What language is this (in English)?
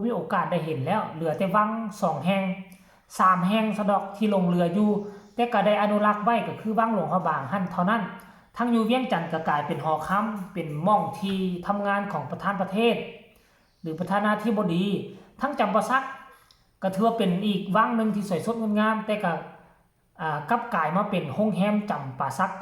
Northeastern Thai